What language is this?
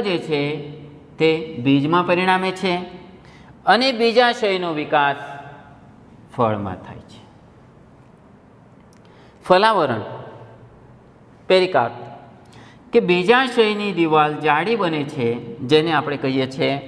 Gujarati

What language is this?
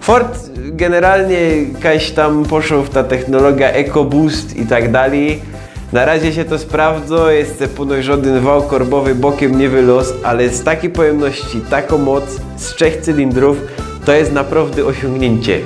Silesian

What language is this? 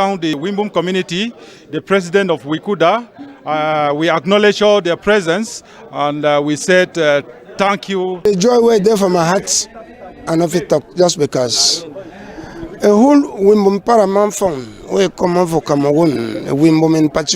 Cameroon Pidgin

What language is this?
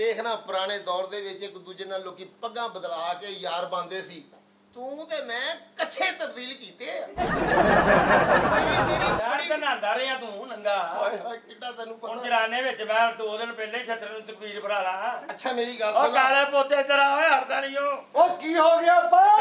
Punjabi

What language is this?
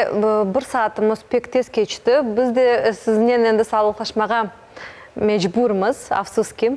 Crimean Tatar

